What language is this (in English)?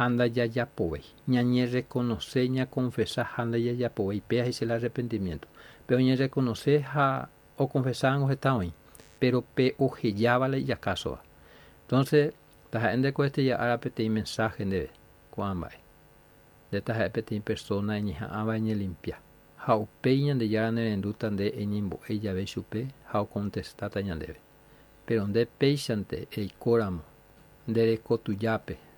Guarani